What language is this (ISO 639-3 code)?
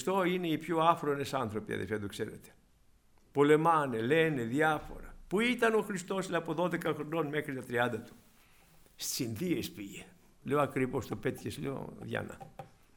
ell